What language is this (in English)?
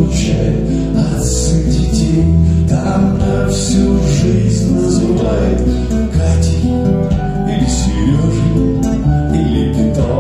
Russian